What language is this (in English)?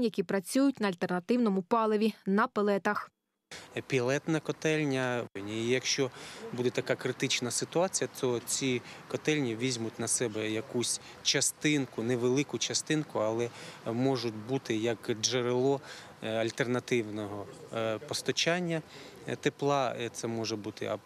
Ukrainian